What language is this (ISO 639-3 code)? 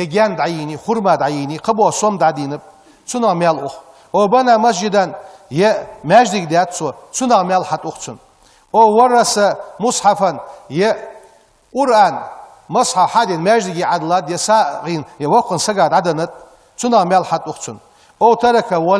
inh